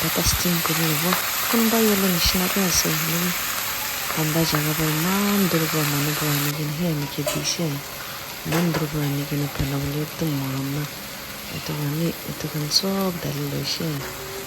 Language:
Naga Pidgin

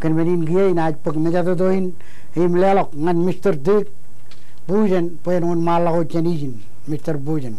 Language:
Marshallese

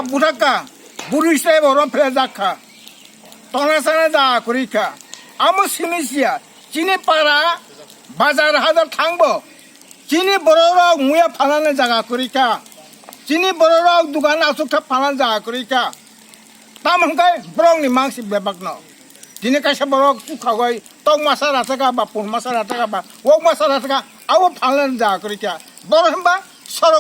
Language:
Kok Borok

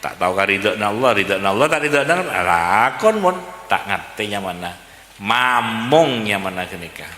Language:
Madurese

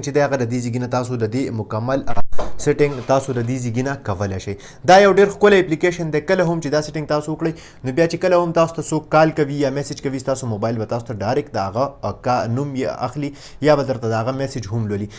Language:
Pashto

